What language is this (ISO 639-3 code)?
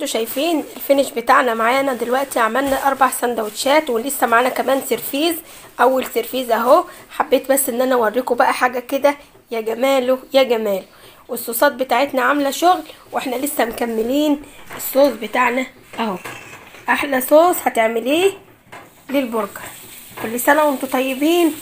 arz